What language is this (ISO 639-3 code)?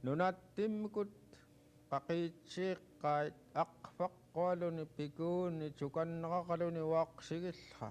esu